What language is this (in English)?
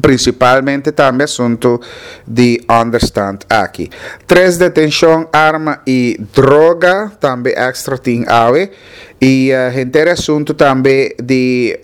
Papiamento